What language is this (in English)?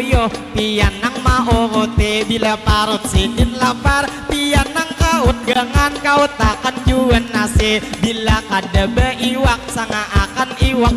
Banjar